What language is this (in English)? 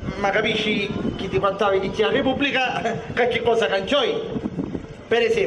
Sicilian